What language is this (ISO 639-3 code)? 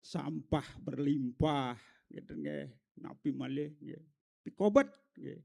ban